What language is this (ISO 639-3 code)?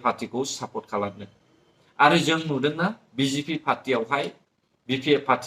brx